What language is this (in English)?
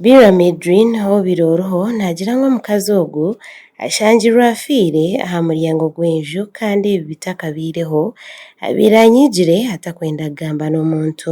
Nyankole